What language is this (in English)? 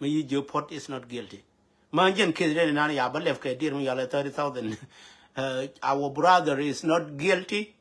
Nuer